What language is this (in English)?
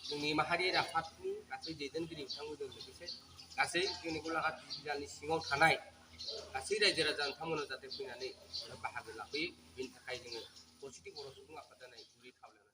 Bodo